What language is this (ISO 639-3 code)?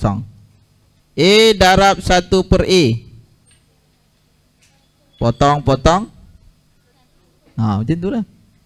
msa